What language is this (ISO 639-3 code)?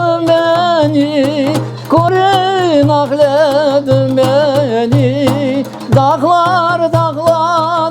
crh